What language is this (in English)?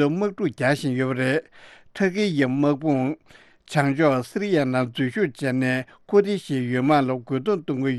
Tibetan